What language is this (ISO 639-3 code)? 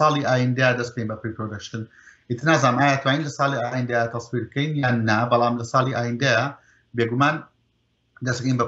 ckb